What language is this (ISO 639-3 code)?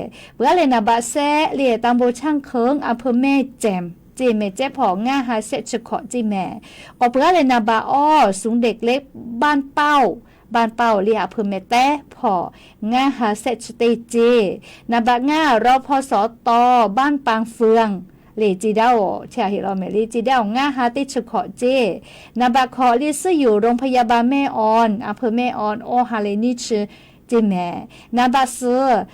lhu